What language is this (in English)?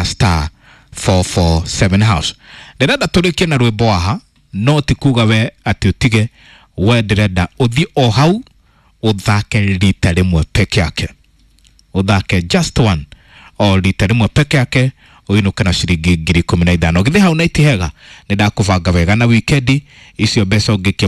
Kikuyu